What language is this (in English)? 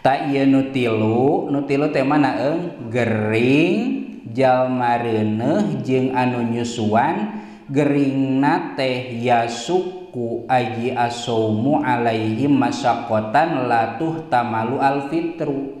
Sundanese